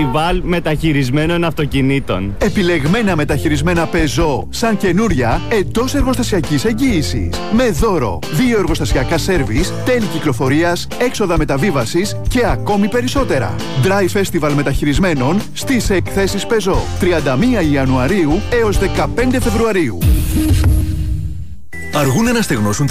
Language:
Greek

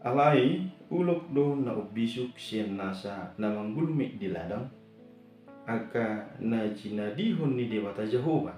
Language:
Batak Toba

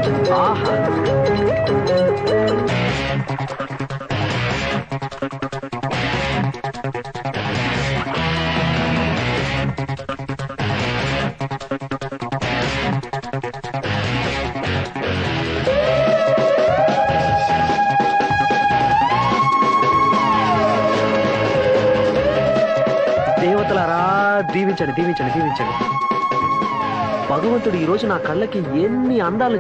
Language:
Telugu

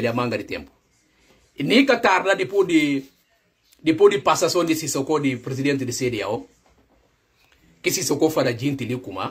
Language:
Portuguese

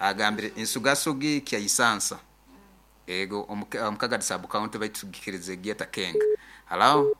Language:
Nyankole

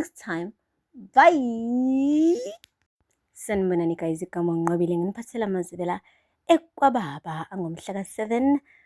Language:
Zulu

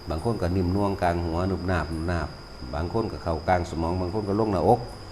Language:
Lao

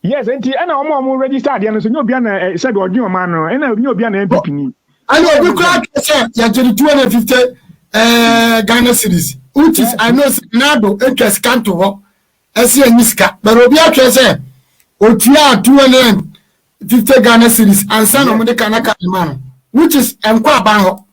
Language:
Akan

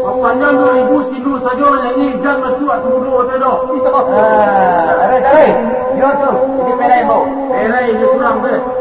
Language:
Minangkabau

